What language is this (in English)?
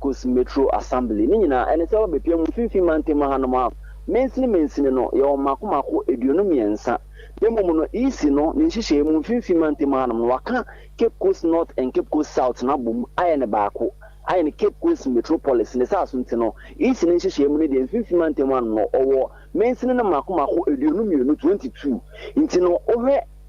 Akan